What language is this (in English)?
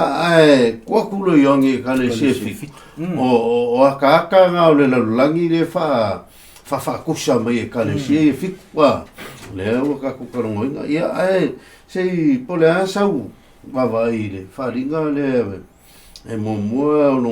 Samoan